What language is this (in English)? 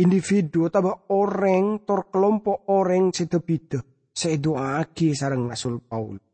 Madurese